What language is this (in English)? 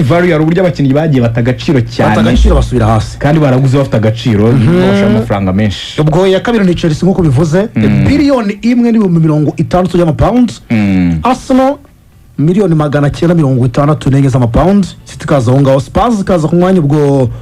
Kinyarwanda